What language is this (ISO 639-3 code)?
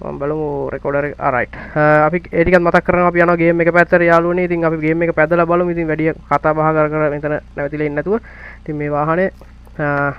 sin